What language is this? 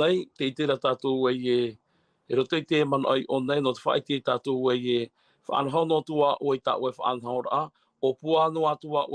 Tahitian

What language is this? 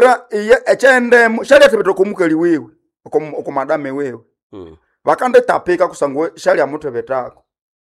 Nande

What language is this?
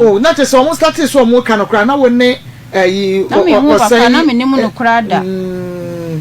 Akan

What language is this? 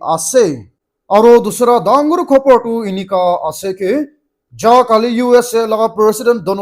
Naga Pidgin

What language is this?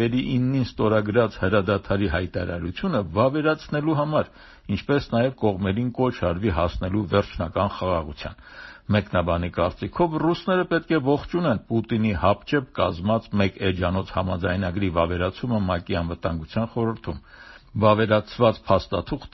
Armenian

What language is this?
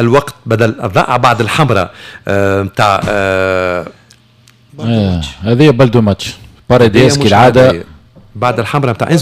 Tunisian Arabic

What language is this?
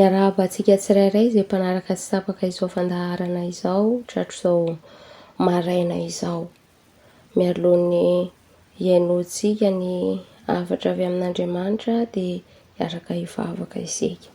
Malagasy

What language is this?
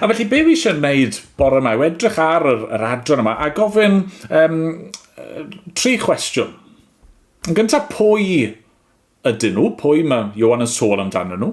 Welsh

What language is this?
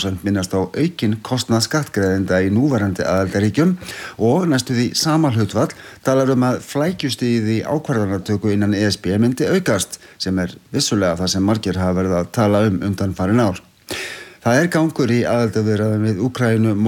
Icelandic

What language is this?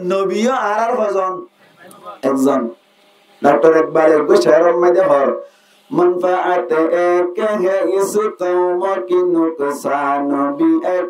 Rohingya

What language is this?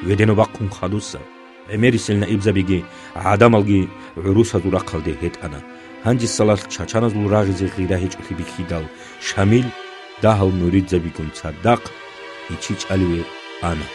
Avaric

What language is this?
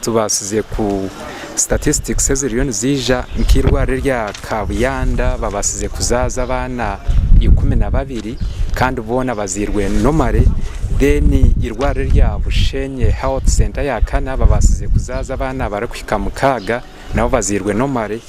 Nyankole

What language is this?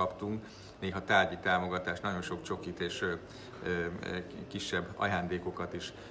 Hungarian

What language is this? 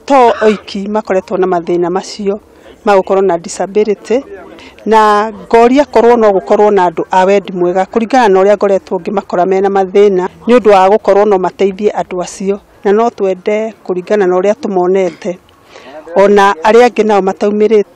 Kikuyu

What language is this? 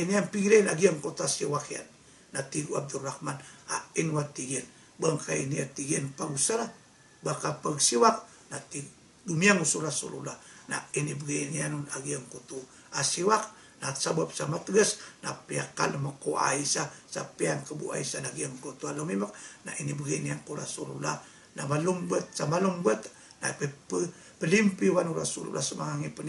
Maranao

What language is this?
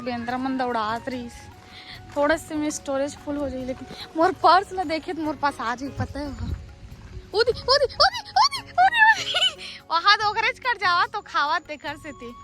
Chhattisgarhi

